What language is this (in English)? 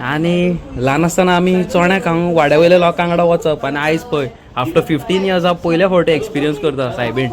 Konkani